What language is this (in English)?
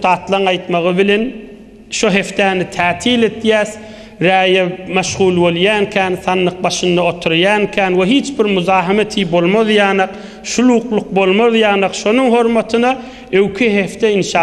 Turkmen